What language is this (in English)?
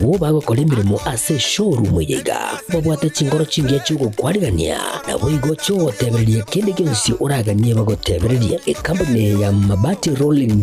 Gusii